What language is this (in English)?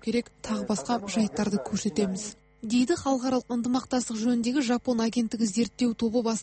Kazakh